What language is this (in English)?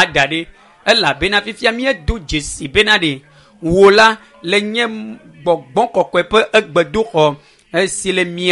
Ewe